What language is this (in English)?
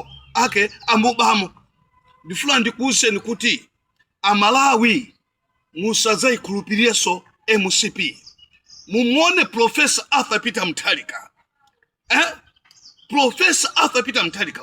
Nyanja